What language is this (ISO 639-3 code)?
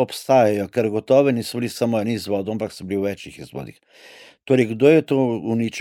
slv